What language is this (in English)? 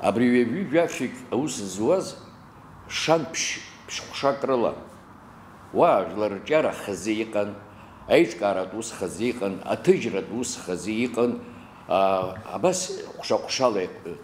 Abkhazian